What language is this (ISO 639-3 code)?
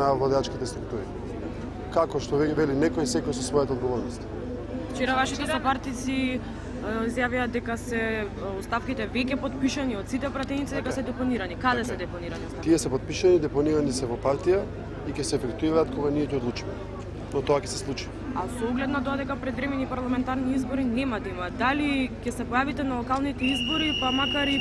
mkd